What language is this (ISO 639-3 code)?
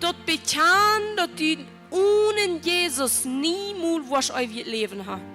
pdt